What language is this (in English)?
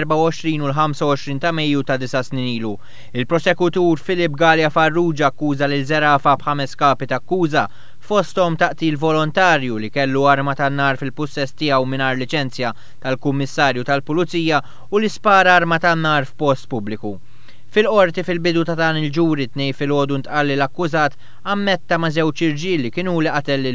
Maltese